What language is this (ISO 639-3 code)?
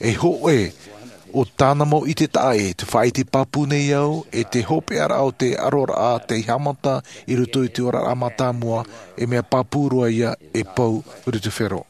tah